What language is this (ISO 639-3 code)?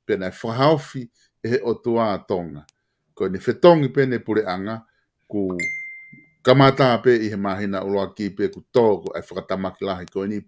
ton